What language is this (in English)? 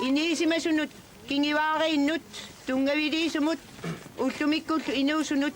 Kalaallisut